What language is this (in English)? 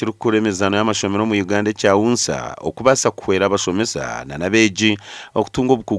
Nyankole